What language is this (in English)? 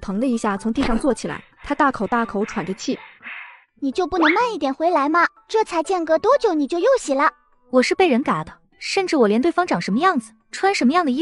Chinese